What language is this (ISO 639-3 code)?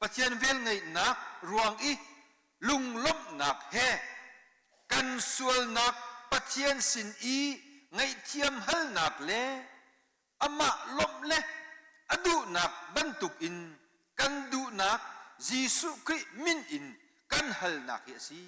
cnh